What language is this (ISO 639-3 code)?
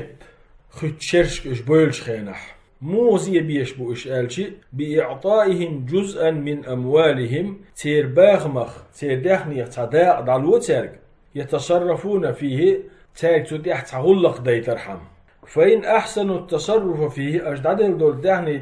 che